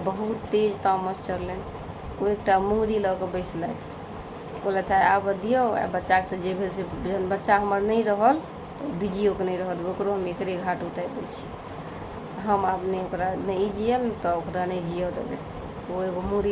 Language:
Maithili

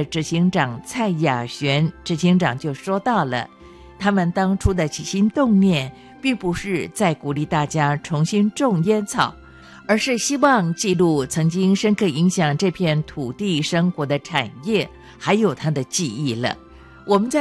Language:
Chinese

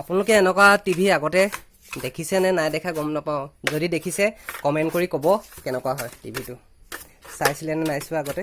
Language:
Assamese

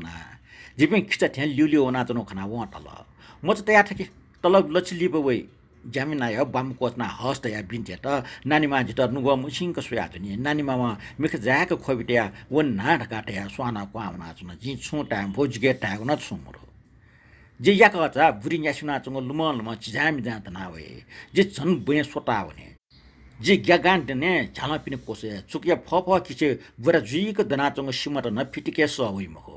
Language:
Newari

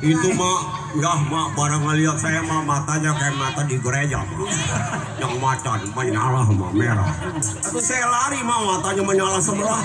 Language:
Betawi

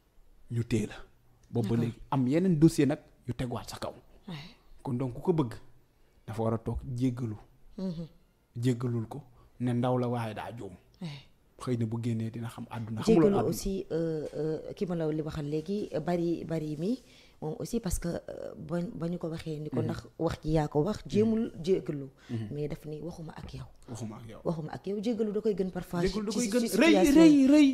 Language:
Wolof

